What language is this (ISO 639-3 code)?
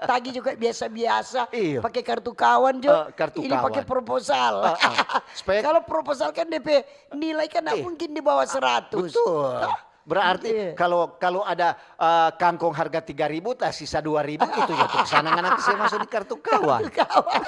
xmm